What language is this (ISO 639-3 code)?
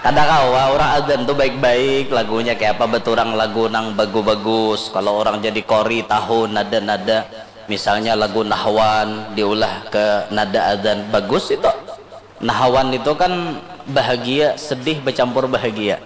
bjn